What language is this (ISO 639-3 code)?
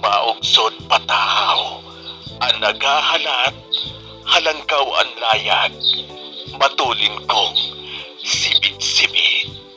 bik